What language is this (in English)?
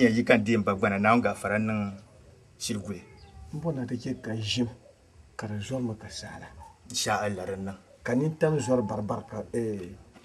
Dagbani